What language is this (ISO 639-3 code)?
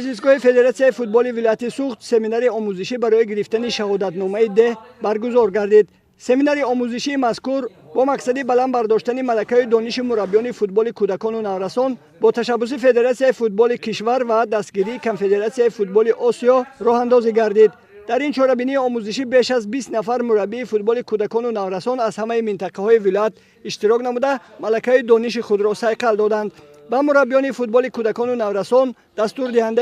tgk